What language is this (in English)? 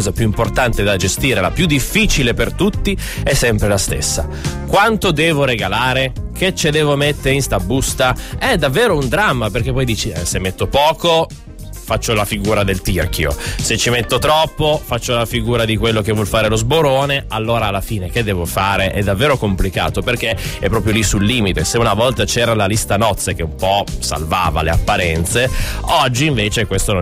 Italian